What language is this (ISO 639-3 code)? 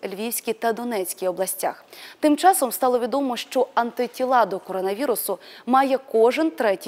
ukr